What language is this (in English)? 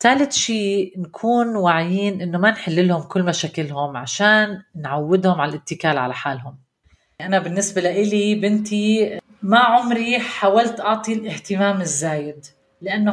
North Levantine Arabic